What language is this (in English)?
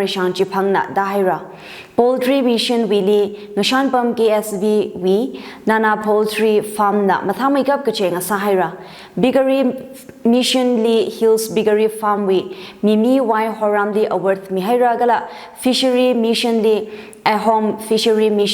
Tangkhul Naga (India)